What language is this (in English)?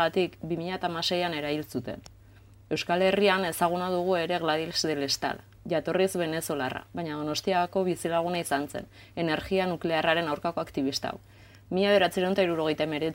Basque